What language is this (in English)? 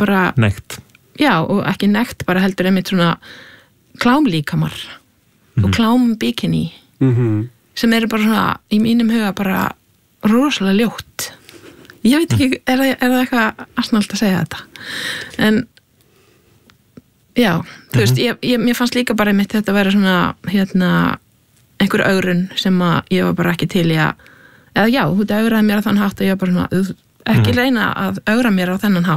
Icelandic